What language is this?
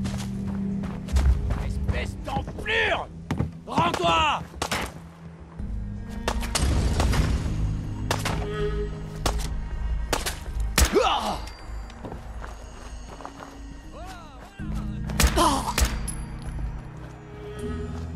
French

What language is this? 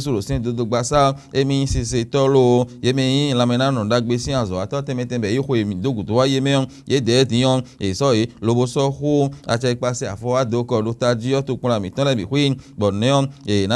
Fon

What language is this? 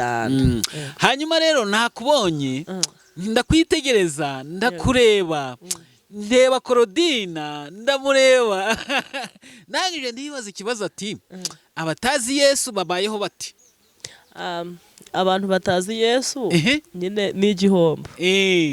Kinyarwanda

